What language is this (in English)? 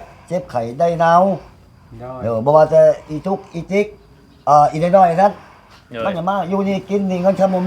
Northeastern Thai